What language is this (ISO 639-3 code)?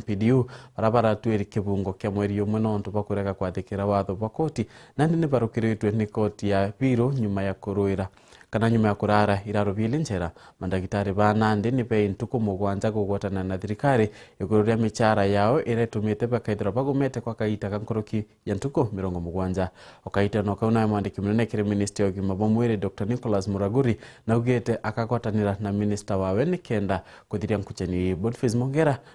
mer